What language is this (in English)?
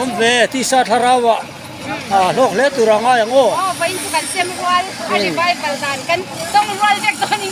Mizo